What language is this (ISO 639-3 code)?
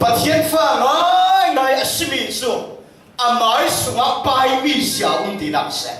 cfm